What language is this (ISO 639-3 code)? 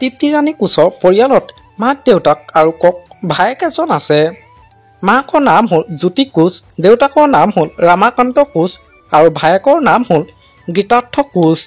asm